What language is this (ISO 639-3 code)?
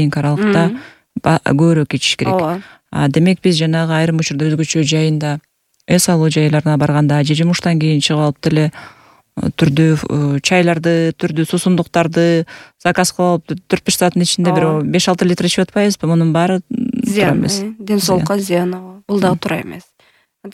kir